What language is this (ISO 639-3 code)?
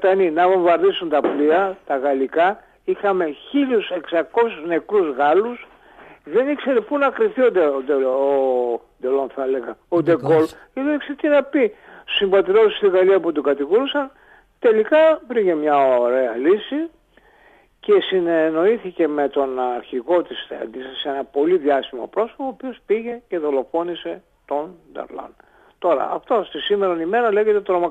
ell